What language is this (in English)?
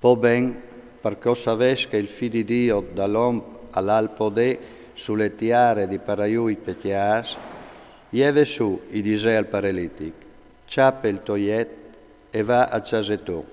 Friulian